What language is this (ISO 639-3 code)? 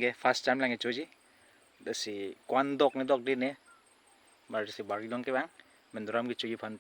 mjw